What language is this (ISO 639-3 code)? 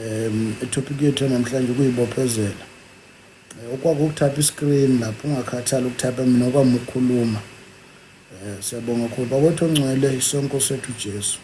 zul